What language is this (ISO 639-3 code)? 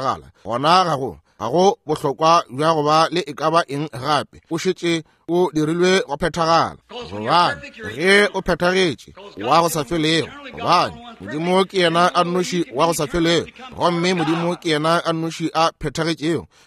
nso